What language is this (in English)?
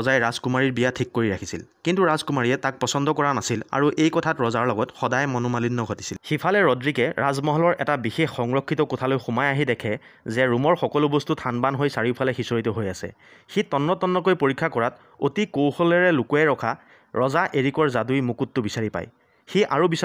Assamese